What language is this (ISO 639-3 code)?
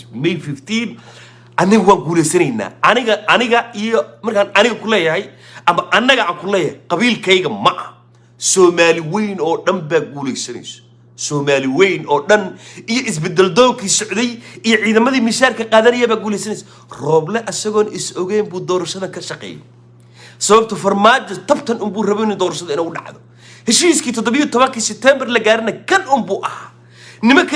som